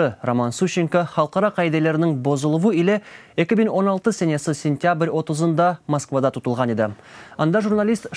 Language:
Crimean Tatar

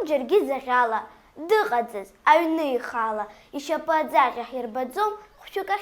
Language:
Abkhazian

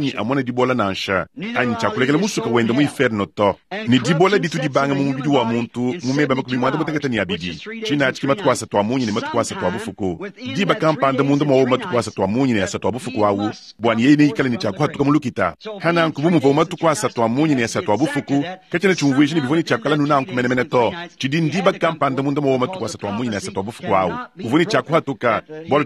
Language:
Luba-Lulua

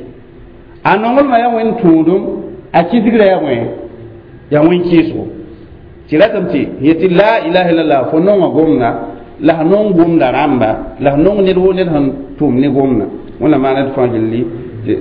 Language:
Mossi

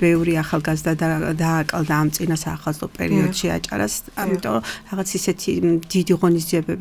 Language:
Georgian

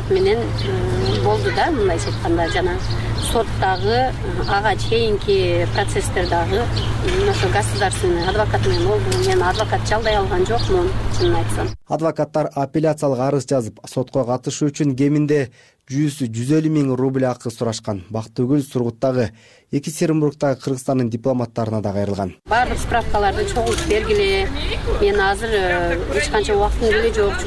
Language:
Kyrgyz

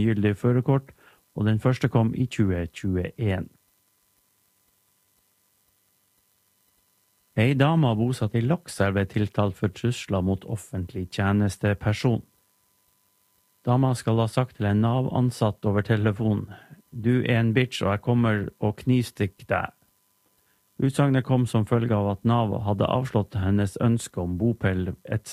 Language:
Norwegian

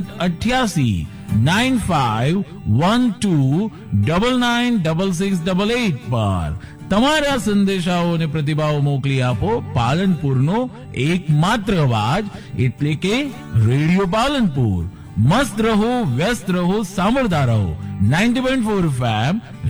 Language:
Gujarati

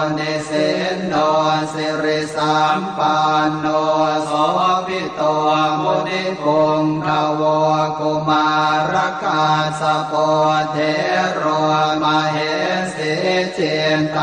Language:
Pali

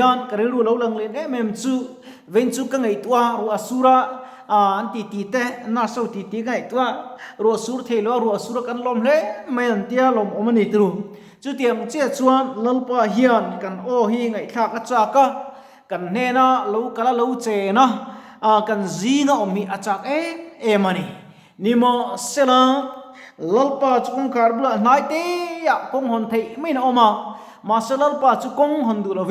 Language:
Mizo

